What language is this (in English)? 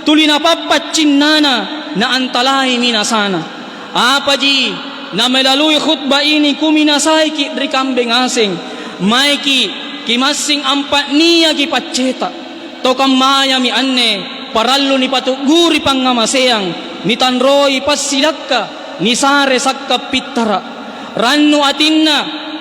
Makasar